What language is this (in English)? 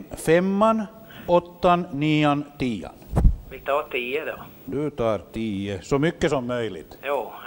Swedish